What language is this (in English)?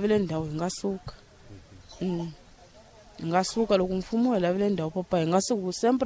Tsonga